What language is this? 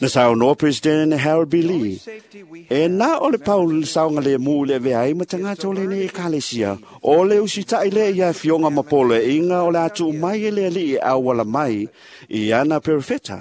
Samoan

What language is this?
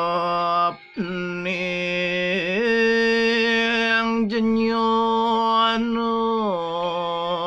Balinese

